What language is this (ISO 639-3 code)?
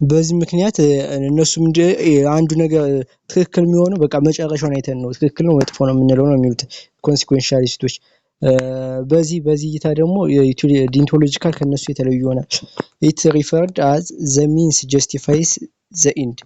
amh